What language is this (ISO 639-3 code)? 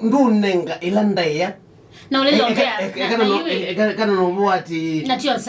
kam